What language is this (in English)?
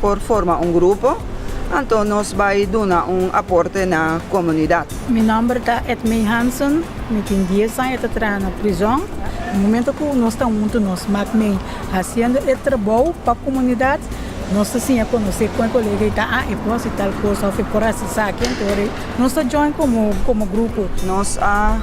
Papiamento